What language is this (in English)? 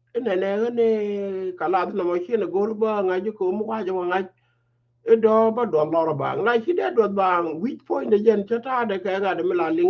Nuer